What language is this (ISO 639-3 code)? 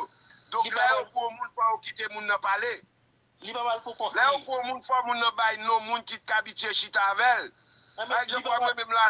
hat